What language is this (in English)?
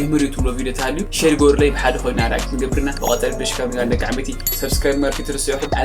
Tigrinya